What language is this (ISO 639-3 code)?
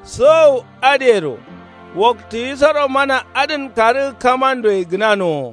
kau